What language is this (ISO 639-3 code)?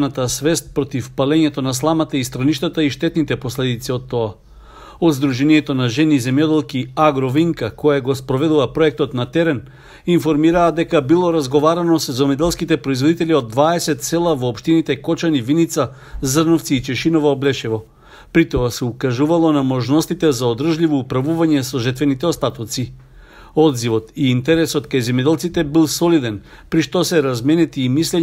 mkd